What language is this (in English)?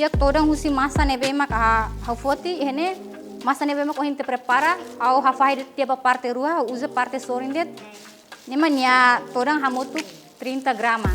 Tetum